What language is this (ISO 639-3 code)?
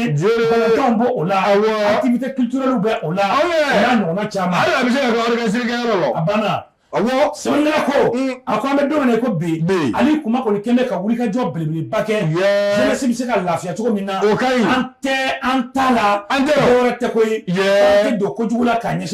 bam